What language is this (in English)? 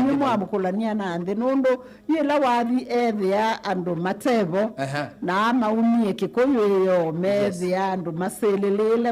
Kamba